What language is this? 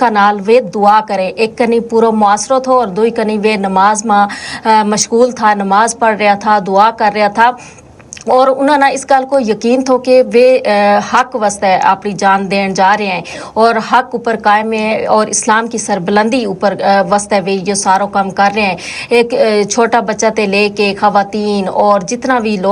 Gujari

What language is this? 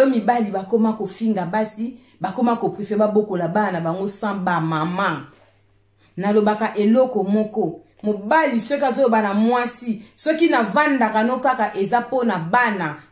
Lingala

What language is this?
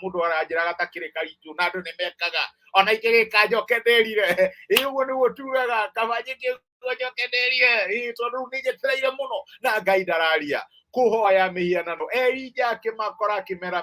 Kikuyu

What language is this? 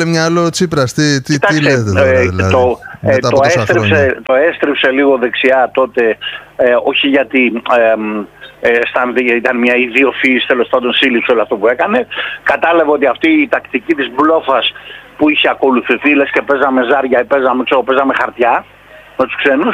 Greek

